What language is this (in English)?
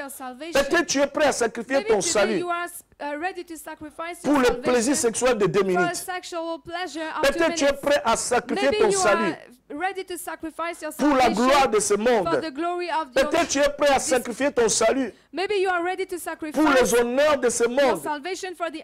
French